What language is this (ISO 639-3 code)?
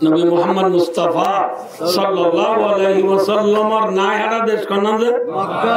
rhg